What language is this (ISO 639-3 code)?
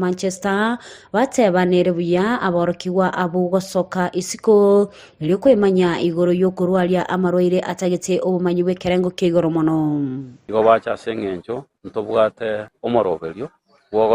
guz